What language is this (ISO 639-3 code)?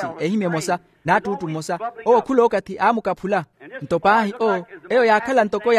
vmw